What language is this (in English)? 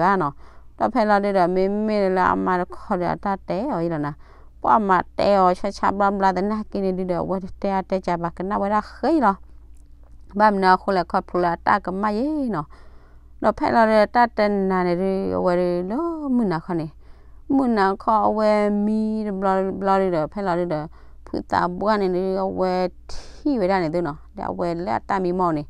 S'gaw Karen